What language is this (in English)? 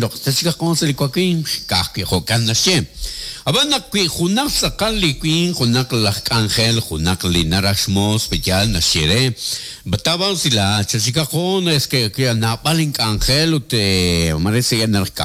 Kekchí